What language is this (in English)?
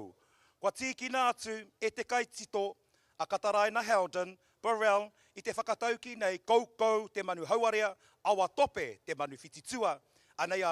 Māori